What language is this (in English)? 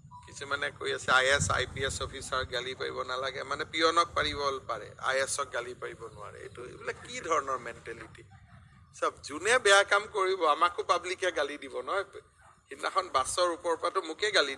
Assamese